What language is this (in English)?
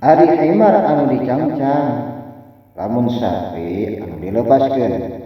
Sundanese